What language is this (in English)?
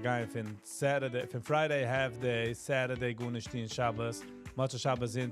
Yiddish